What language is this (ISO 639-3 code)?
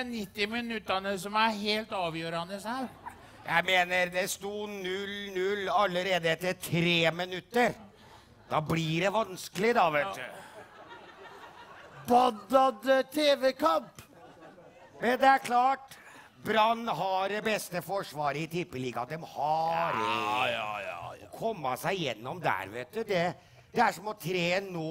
nor